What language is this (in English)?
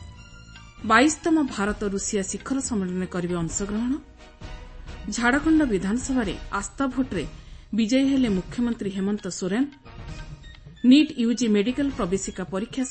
Odia